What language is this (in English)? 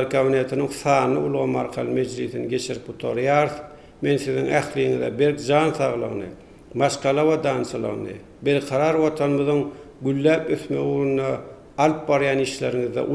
Turkmen